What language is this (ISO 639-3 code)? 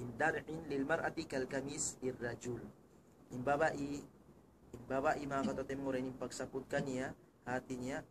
tsg